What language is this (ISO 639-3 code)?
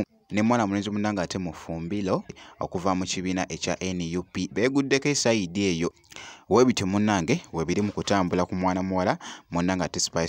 lug